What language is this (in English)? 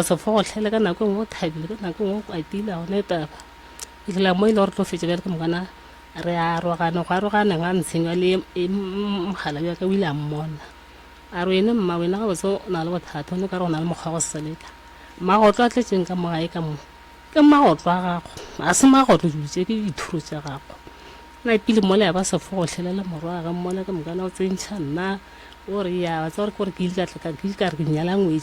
Northern Sotho